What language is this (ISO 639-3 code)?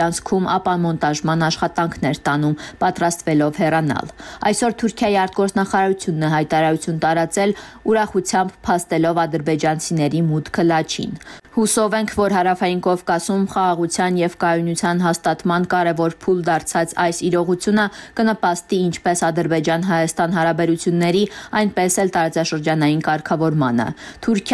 hye